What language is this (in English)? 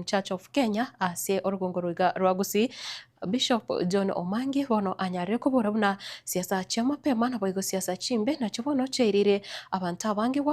Gusii